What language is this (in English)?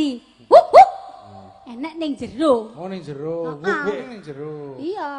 Javanese